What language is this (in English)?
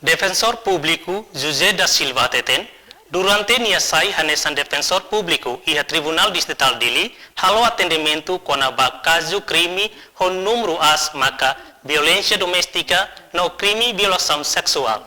Tetum